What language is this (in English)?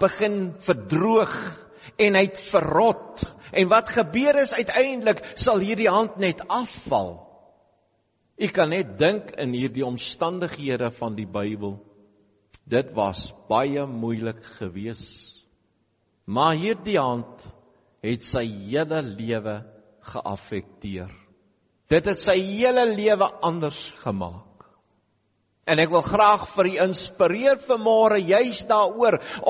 Afrikaans